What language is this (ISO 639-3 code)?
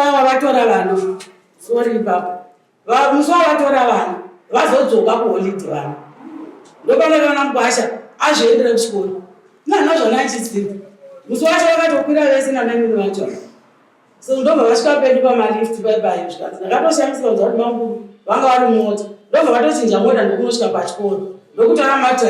sna